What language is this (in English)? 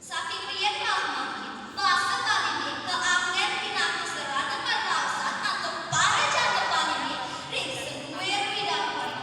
Balinese